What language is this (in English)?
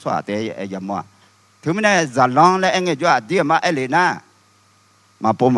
Akha